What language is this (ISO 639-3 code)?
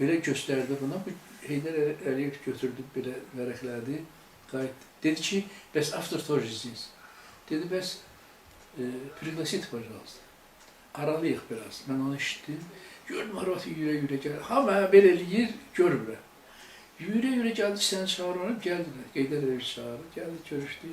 aze